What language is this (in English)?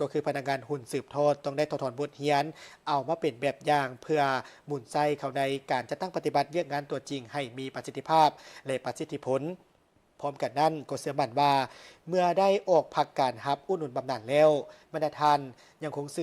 Lao